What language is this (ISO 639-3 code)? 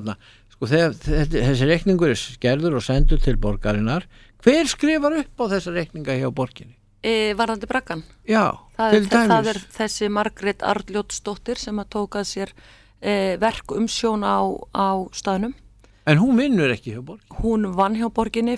isl